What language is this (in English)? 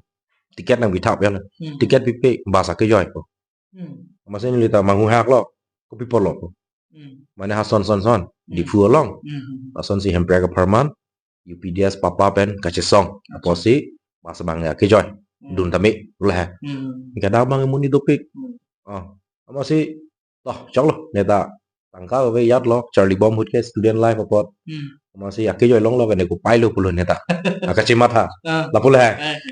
Karbi